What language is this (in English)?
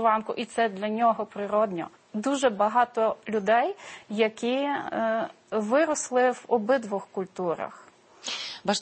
Ukrainian